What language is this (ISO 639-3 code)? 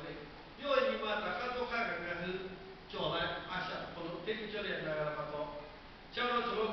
lhu